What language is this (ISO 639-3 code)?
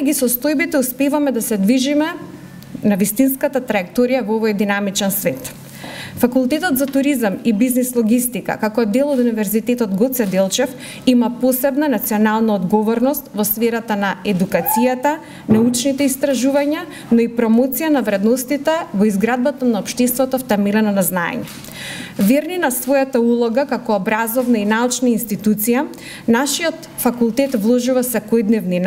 mkd